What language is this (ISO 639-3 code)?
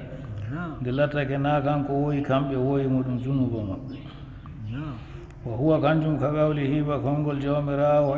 ful